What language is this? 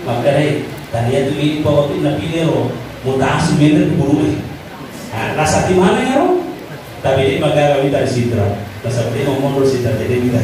Buginese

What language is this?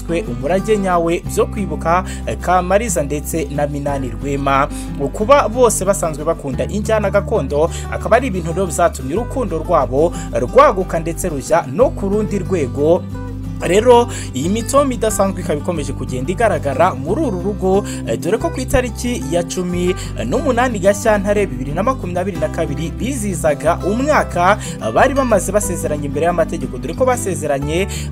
Kinyarwanda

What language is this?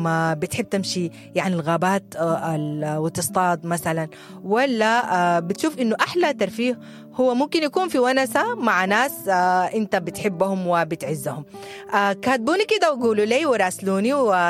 Sudanese Arabic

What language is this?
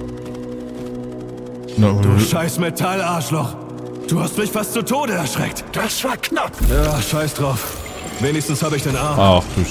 German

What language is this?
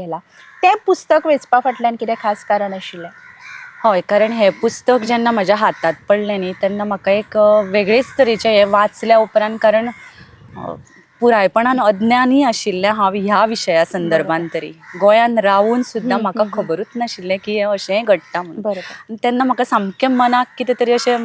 Konkani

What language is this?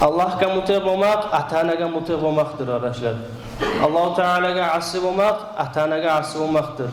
Kumyk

